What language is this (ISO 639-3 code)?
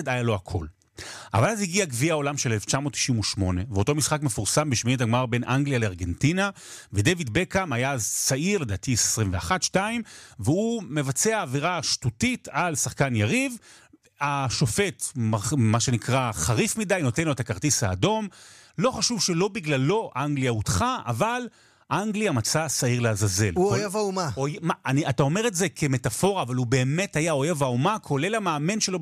heb